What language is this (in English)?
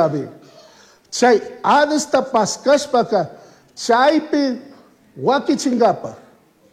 Chimborazo Highland Quichua